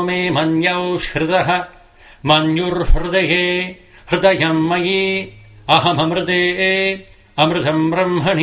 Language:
Sanskrit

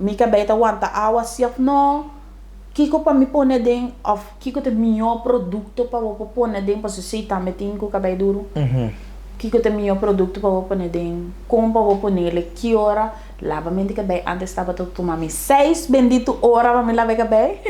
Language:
Papiamento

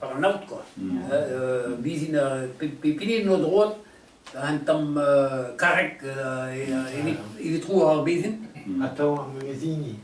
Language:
Breton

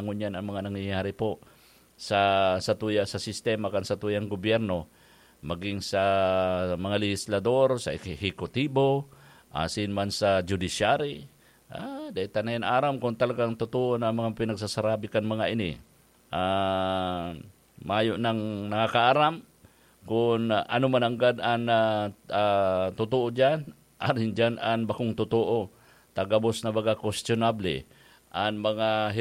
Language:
Bikol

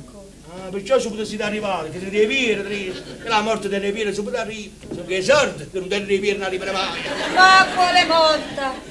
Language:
Neapolitan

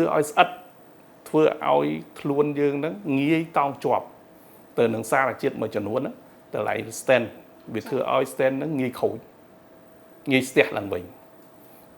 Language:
Khmer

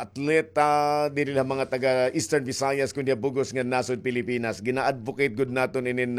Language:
Waray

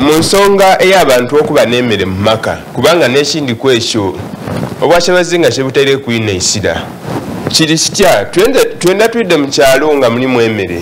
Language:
Soga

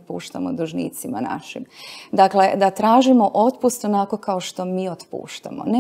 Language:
Croatian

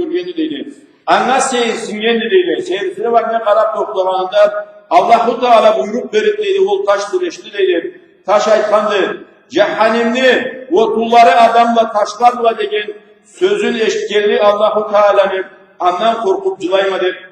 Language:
Karachay-Balkar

